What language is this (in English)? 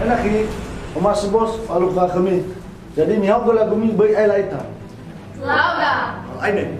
Nias